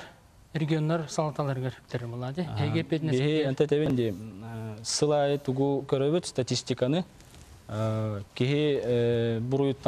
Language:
Yakut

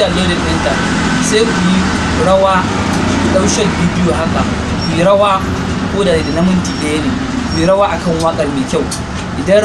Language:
Hausa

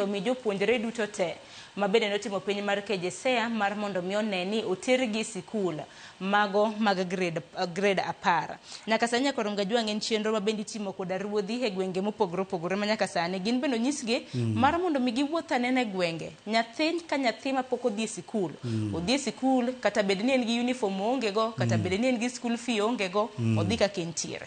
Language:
Luo (Kenya and Tanzania)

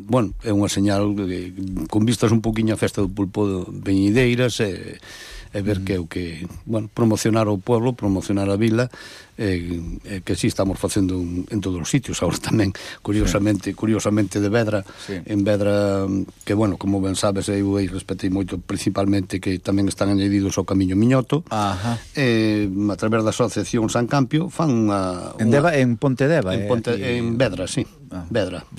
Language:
Galician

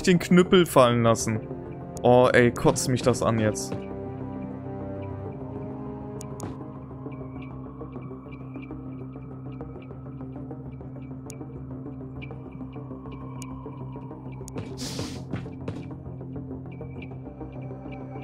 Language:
German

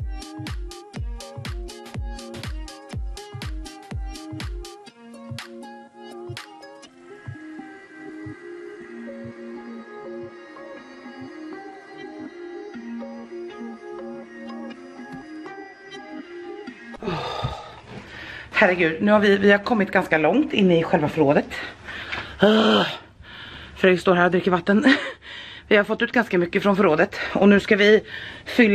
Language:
Swedish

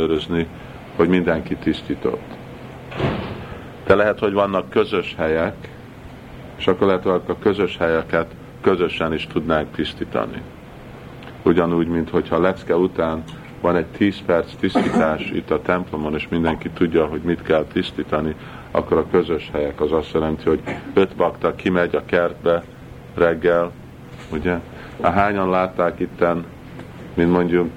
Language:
Hungarian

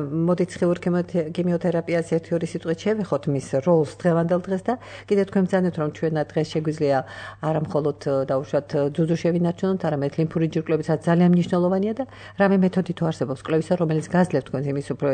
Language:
Georgian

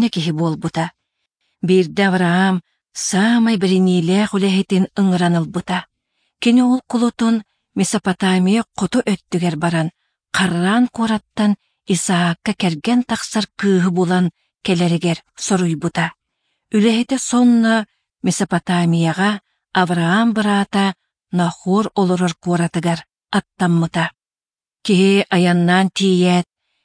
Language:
Yakut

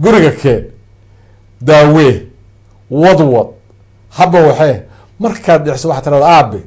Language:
Somali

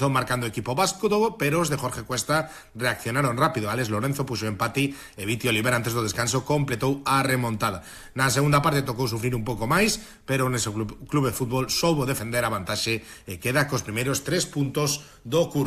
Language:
Galician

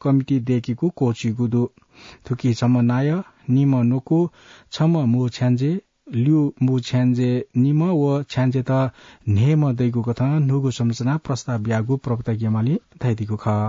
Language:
Newari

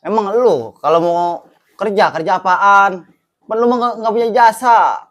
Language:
Betawi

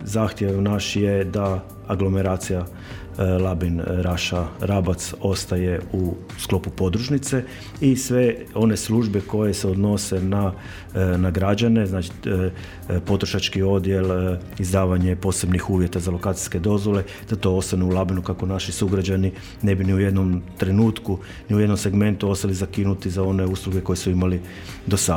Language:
Croatian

